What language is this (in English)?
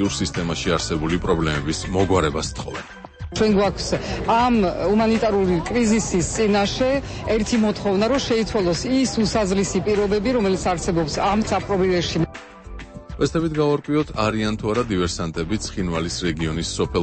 Georgian